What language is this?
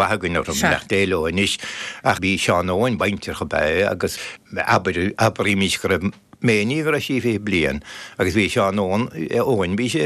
Irish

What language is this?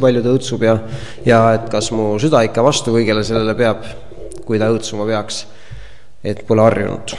Estonian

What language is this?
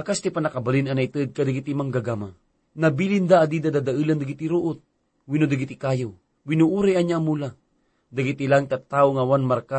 Iloko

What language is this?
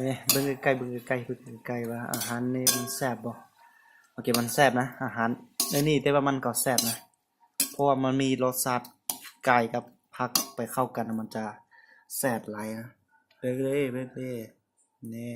Lao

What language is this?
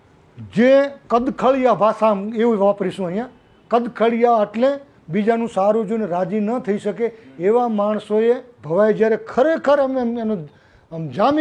Gujarati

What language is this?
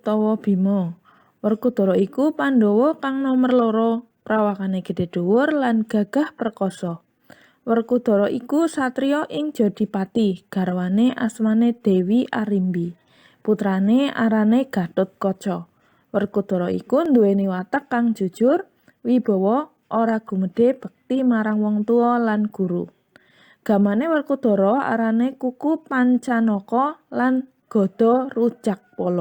Javanese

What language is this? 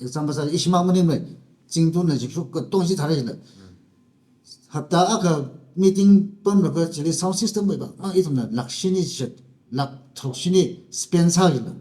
Tangkhul Naga (India)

